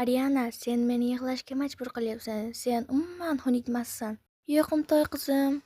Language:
Uzbek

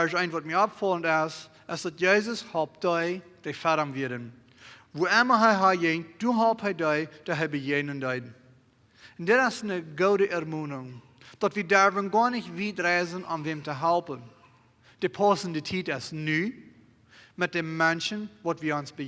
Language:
Plautdietsch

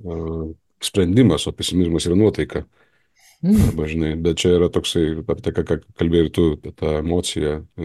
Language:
Lithuanian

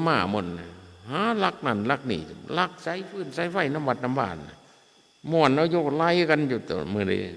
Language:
Northeastern Thai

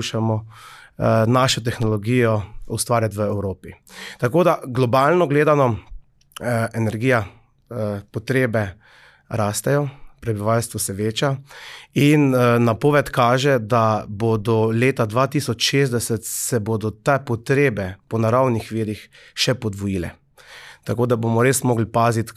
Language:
Slovenian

